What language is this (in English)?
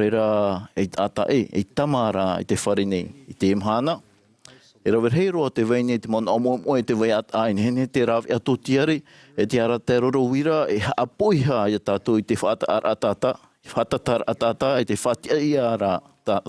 Tahitian